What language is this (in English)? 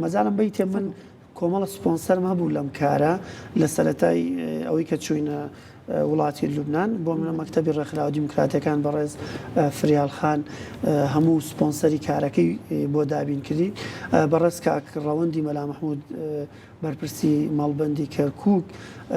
Central Kurdish